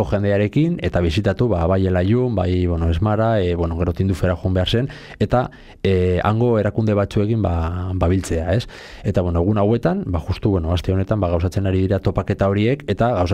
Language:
Basque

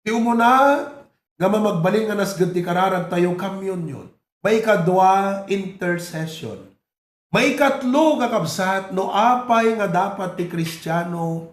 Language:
Iloko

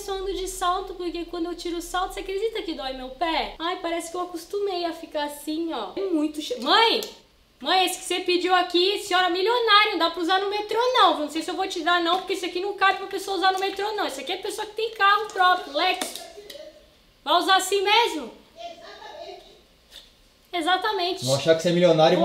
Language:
Portuguese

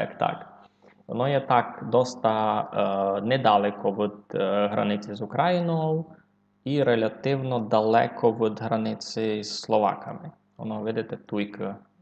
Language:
Rusyn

